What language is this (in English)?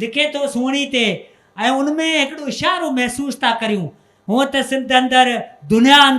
Sindhi